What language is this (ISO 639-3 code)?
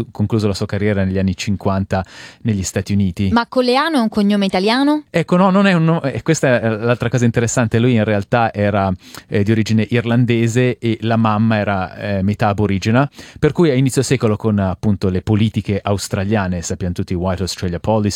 ita